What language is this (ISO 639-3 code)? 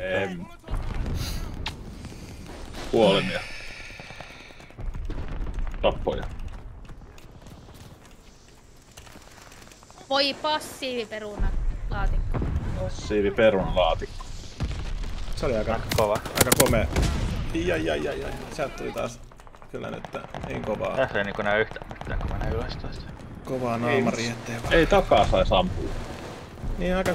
fin